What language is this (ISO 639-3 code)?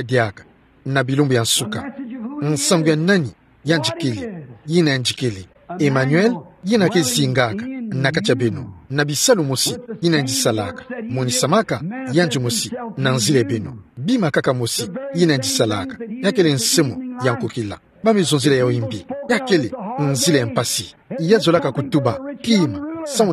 ktu